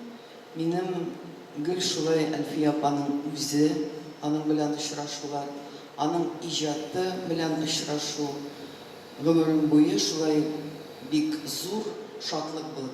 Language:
Tatar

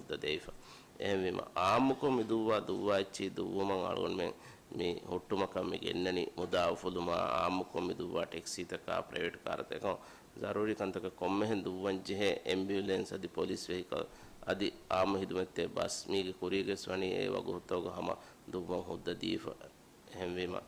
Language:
Divehi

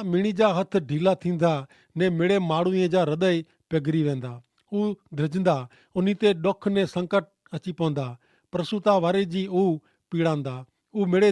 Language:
Kachhi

